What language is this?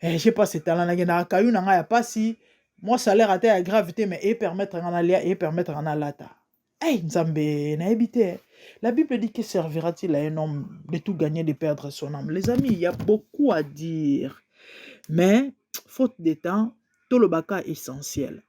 Lingala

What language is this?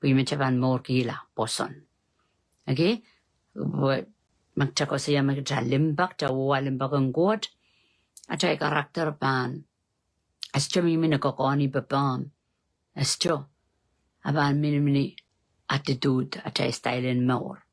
Pohnpeian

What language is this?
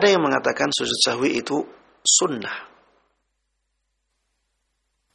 Indonesian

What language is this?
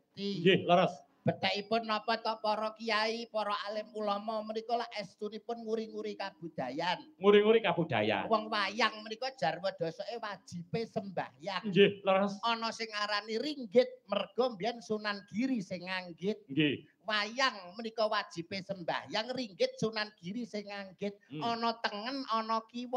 Javanese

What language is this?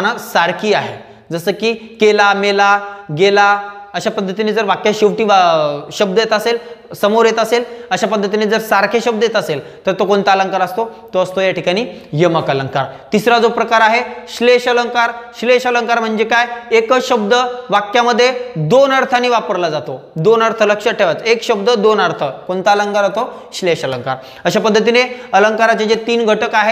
Marathi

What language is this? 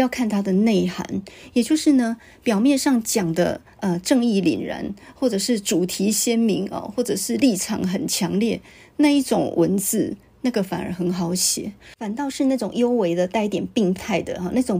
Chinese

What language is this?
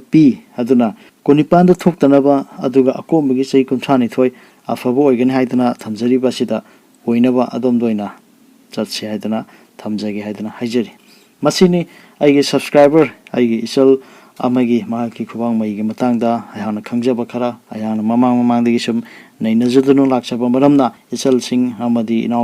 Manipuri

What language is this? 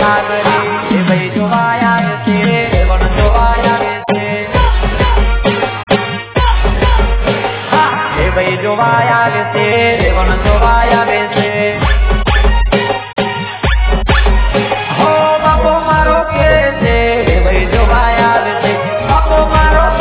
Gujarati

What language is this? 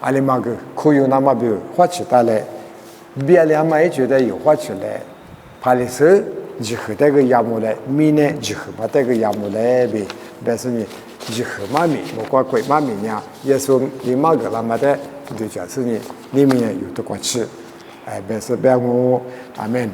Lisu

